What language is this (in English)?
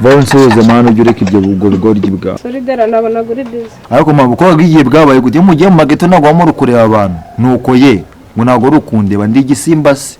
Kinyarwanda